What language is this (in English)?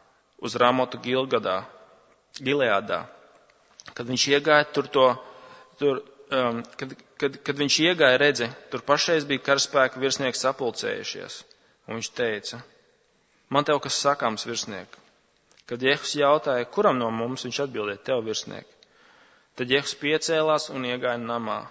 Latvian